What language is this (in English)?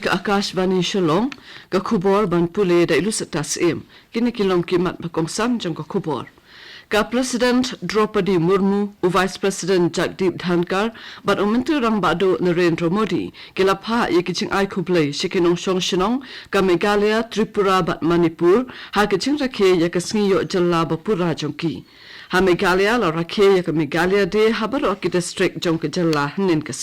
Khasi